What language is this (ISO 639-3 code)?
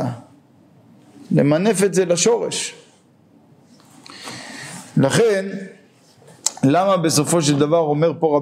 heb